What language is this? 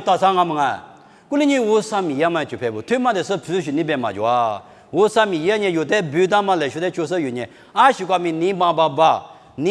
Lisu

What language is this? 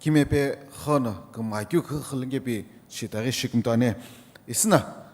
Sumi Naga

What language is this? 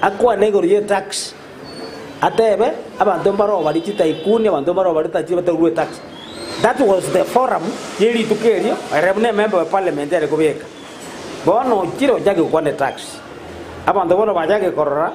Gusii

